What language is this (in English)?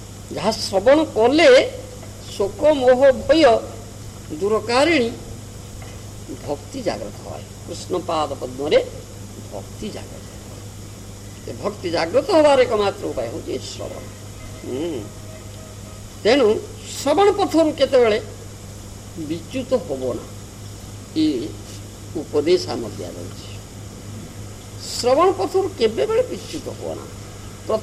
Odia